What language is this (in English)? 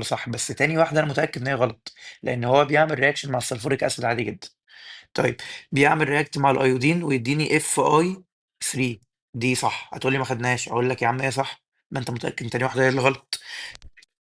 Egyptian Arabic